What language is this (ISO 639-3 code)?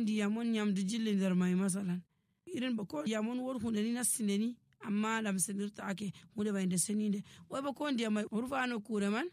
fuv